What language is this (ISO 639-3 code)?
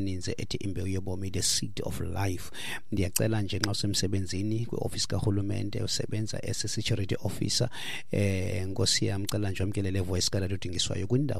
xho